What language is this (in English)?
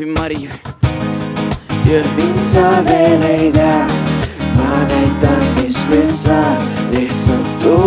Estonian